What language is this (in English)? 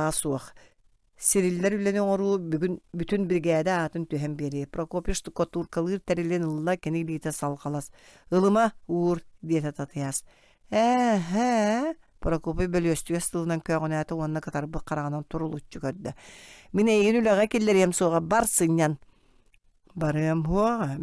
Yakut